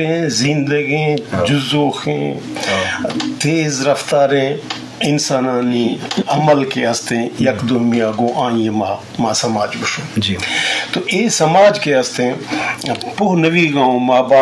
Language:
Eastern Balochi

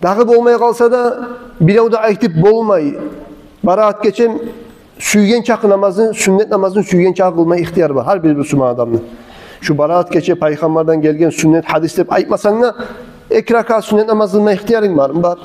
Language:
Kumyk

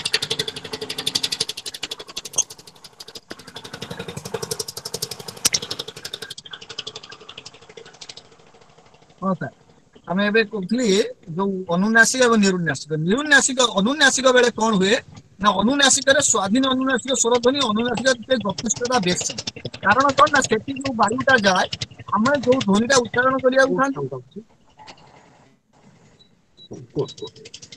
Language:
Odia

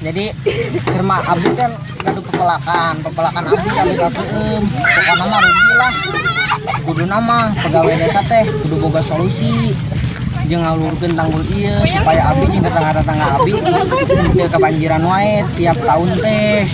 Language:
Sundanese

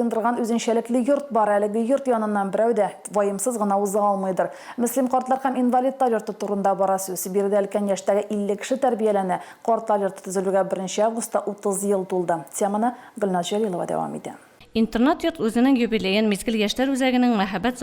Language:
Tatar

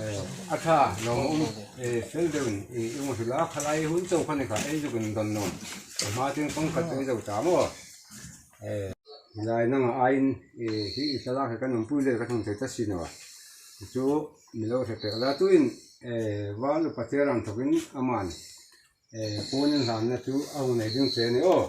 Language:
Hmar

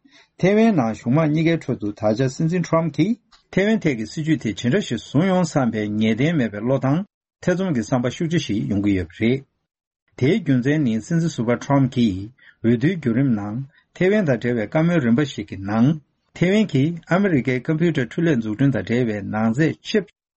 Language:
Tibetan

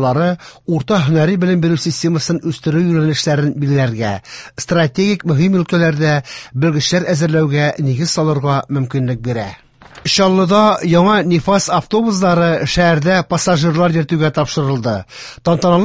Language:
Tatar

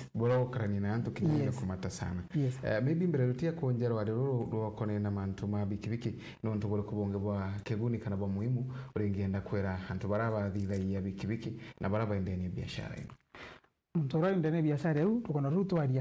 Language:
Meru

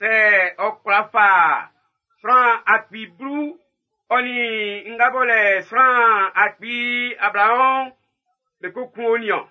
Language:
Baoulé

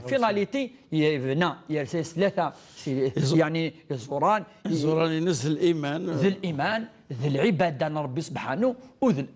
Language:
Kabyle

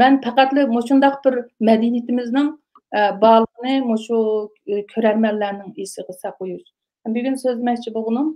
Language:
Uyghur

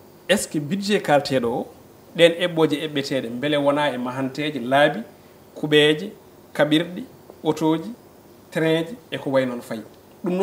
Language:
Fula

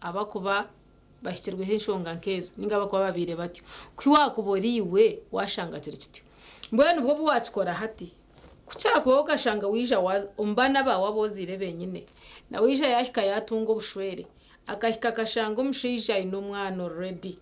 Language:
Nyankole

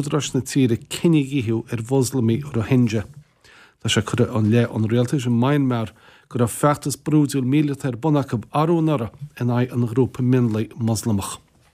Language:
Irish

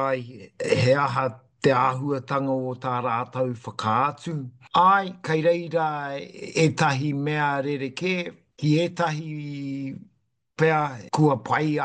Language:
Māori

